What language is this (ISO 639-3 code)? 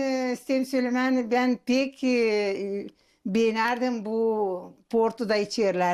gag